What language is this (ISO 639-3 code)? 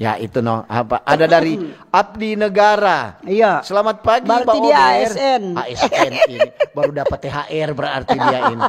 xmm